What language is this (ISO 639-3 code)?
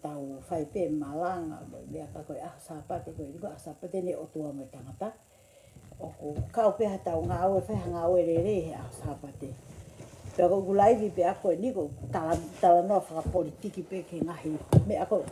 ton